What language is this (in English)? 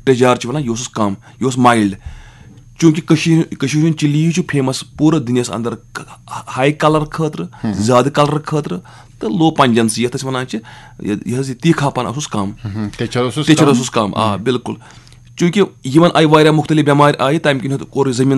Kashmiri